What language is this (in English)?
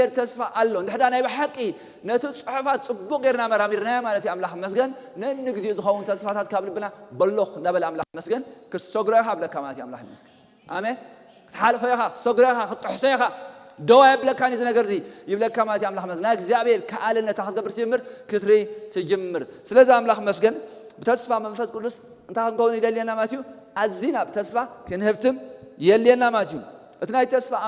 Tigrinya